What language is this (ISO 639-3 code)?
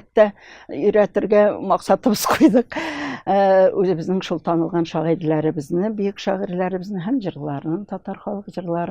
tat